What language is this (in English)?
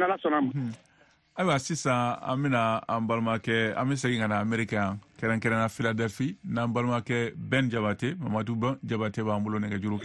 Bambara